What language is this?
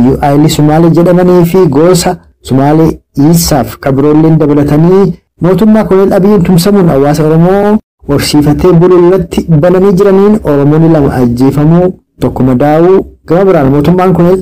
Oromo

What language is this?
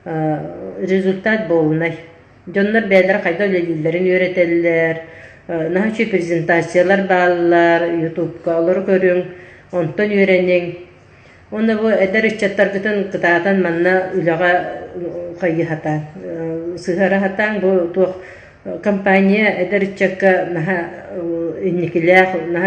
Yakut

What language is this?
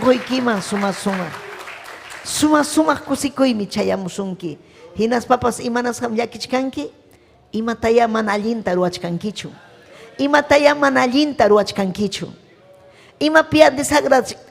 Ayacucho Quechua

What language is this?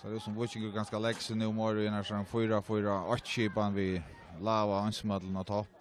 Faroese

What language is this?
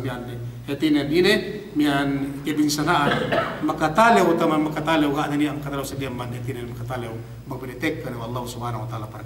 Yakan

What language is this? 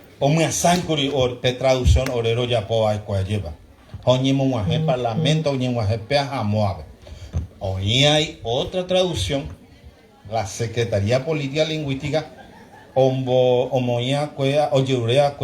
Guarani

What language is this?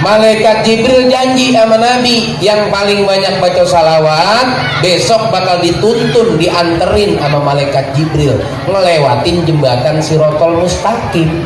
Betawi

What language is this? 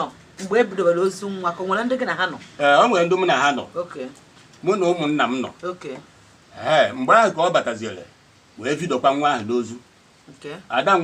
Igbo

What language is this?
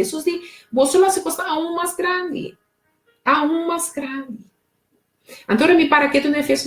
Papiamento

